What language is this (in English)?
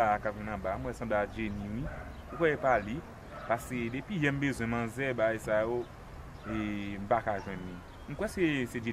Haitian Creole